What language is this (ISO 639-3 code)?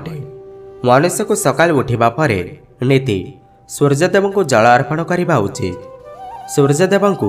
ori